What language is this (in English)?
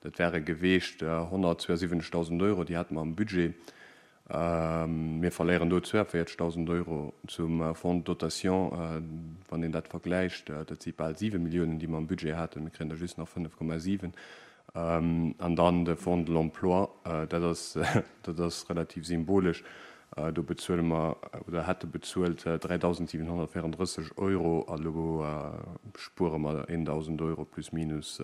Luxembourgish